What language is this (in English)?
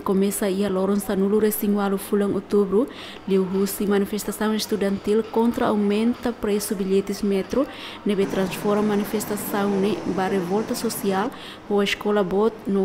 Tetum